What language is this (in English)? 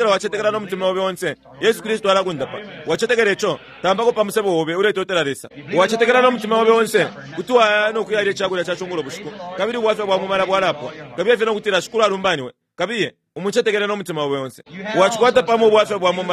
Bemba